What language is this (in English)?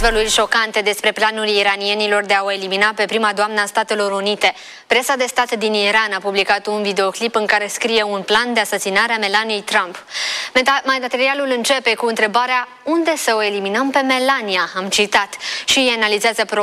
Romanian